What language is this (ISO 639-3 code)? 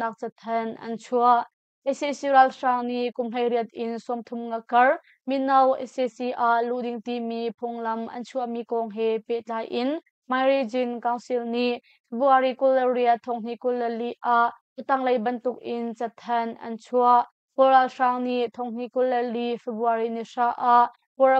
cnh